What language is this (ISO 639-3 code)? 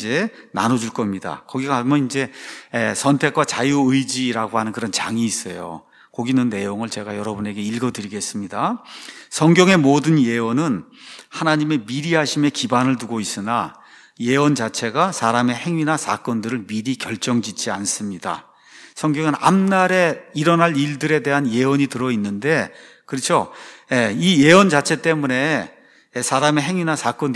kor